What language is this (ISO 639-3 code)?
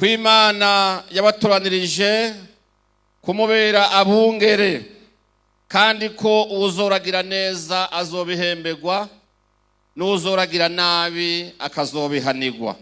run